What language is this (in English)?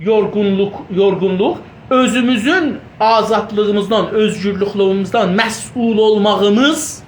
South Azerbaijani